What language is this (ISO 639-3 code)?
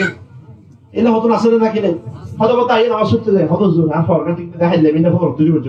rhg